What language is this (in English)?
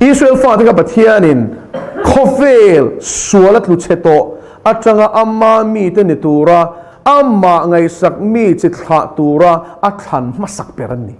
Mizo